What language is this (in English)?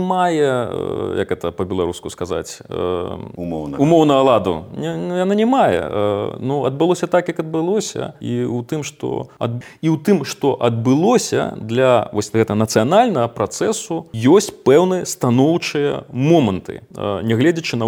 Belarusian